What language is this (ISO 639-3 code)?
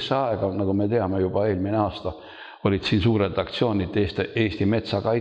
est